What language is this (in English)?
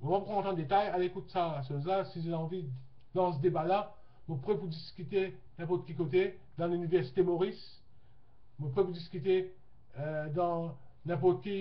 Morisyen